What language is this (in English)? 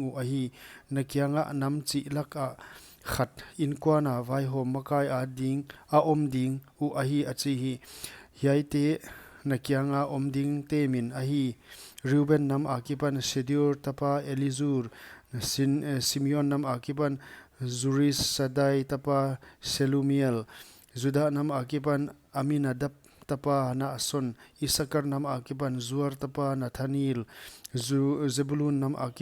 Paite Chin